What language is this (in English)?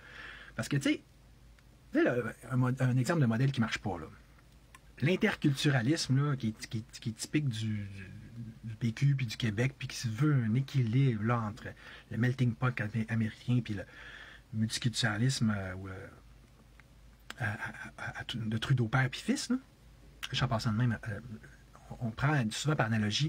French